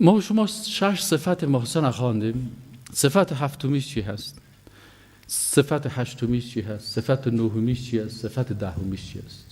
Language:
Persian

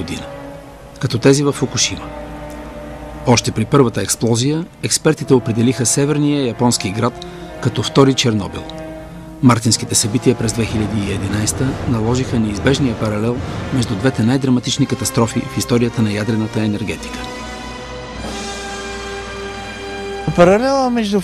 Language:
Bulgarian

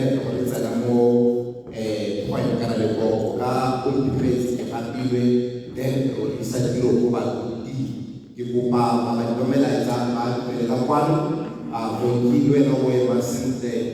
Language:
Tswana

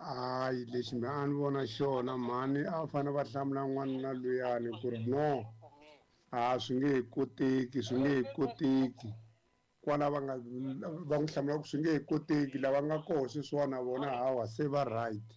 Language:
Tsonga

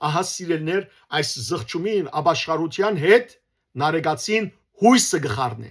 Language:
Western Armenian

